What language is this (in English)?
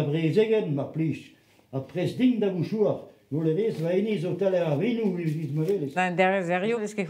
Breton